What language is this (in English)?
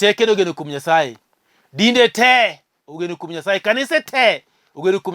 Luo (Kenya and Tanzania)